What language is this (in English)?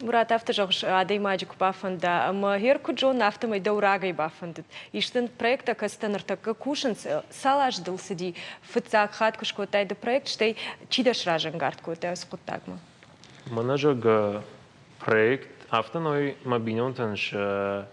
Ossetic